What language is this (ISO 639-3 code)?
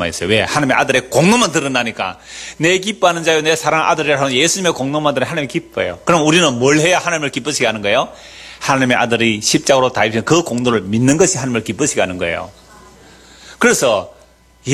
kor